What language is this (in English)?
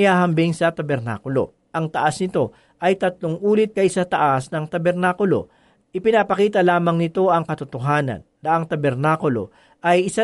Filipino